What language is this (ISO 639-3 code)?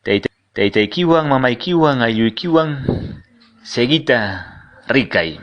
que